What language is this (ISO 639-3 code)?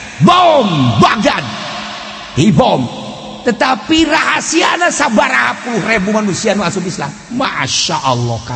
sun